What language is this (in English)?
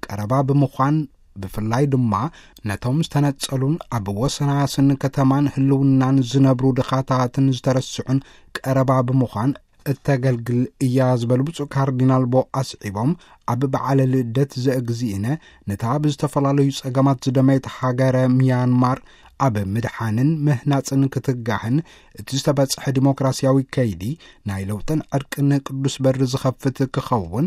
Tigrinya